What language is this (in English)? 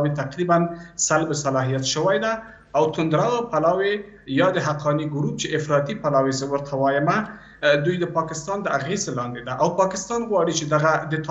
Pashto